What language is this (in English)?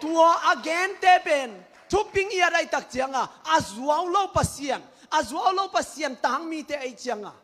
Tedim Chin